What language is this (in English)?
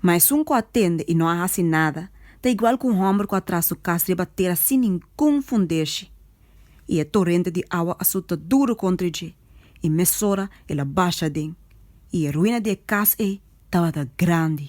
Papiamento